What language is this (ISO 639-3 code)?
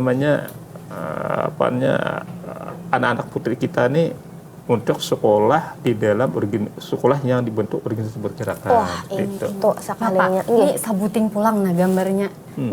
bjn